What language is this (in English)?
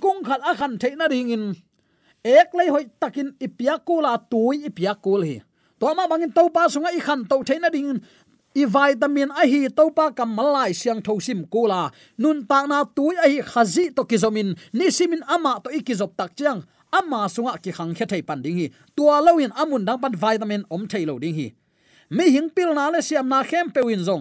Tedim Chin